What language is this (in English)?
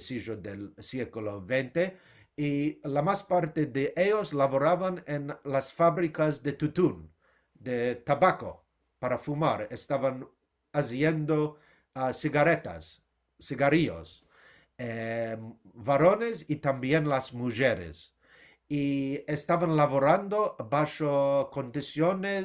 Ladino